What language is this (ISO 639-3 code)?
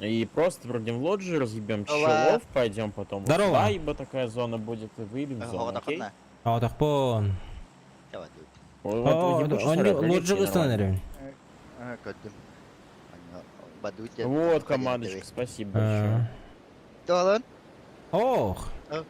sah